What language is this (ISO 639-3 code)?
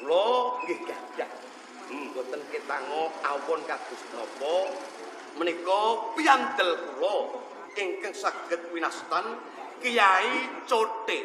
jav